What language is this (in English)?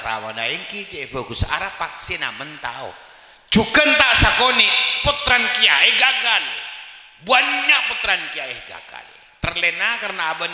Madurese